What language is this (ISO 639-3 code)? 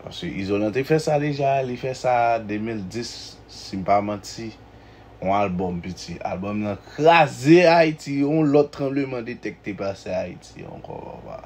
hat